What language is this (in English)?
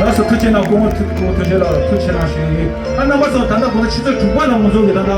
Tibetan